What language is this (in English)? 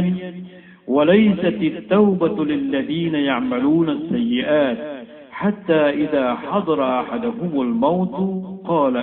Maranao